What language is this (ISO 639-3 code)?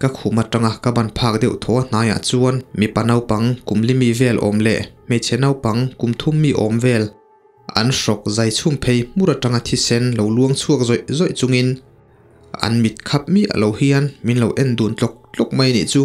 lus